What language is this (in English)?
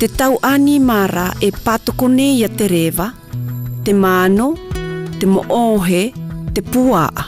South Marquesan